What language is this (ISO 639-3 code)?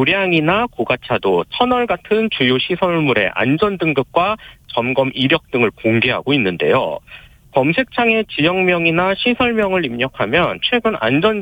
kor